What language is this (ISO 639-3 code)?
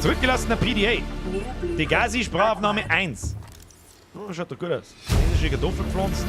bar